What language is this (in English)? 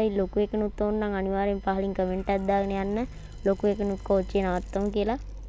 Sinhala